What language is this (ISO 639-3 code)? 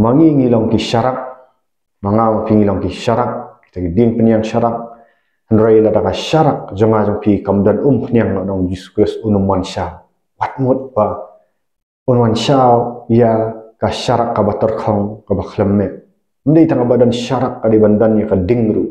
kha